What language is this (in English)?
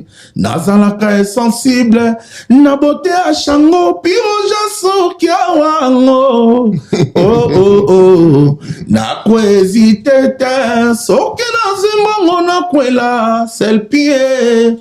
Lingala